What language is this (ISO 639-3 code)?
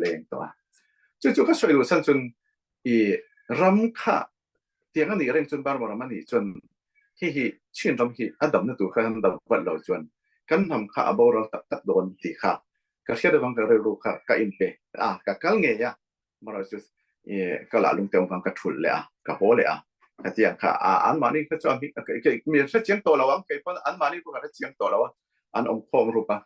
cfm